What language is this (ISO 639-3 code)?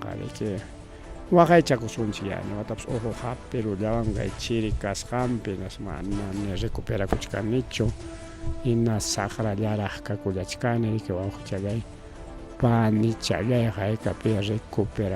quy